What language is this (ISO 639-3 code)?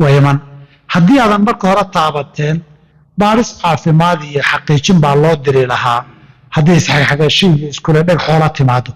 som